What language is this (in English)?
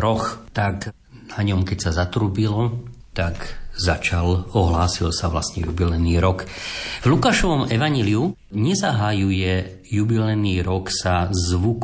Slovak